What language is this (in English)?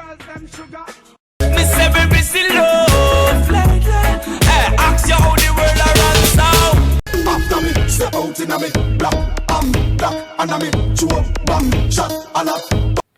Jamaican Creole English